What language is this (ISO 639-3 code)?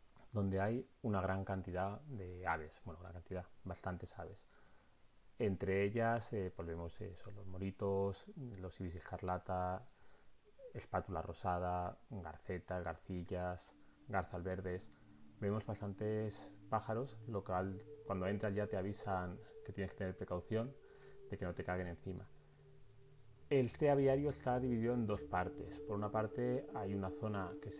spa